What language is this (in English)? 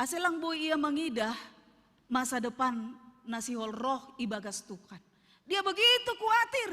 Batak Simalungun